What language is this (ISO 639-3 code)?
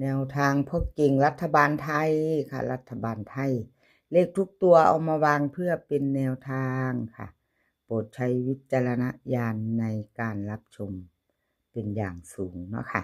tts